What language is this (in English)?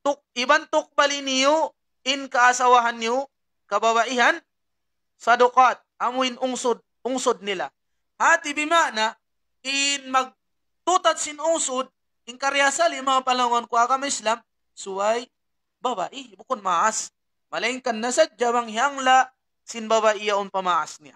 Tausug